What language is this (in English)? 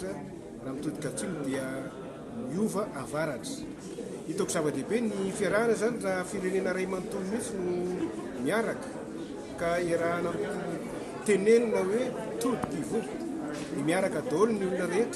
Malagasy